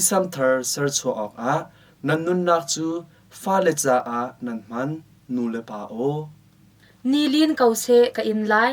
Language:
Hakha Chin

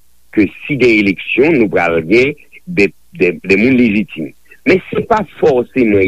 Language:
Haitian Creole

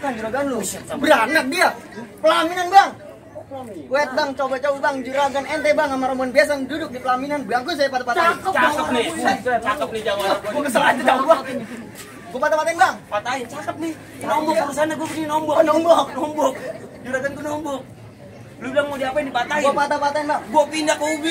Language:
Betawi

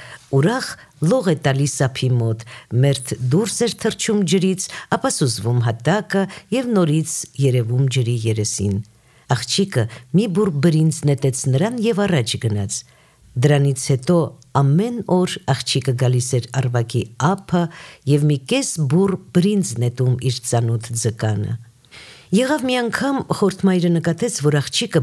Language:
Armenian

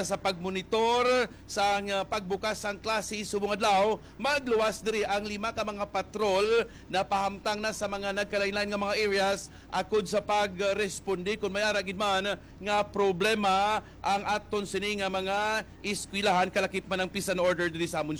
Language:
Hiligaynon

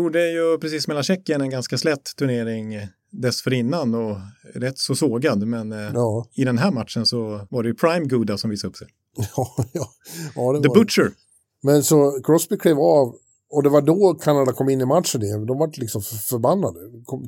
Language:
Swedish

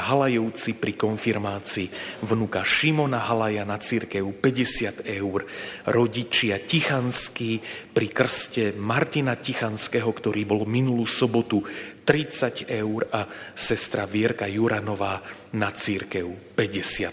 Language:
Slovak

